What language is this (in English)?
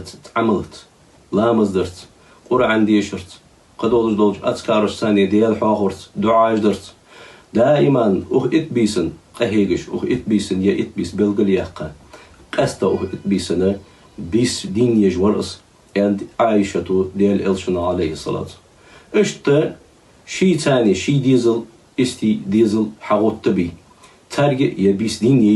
Ingush